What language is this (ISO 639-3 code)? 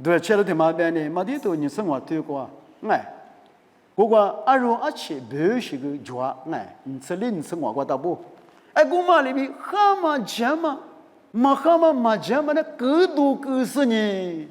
lis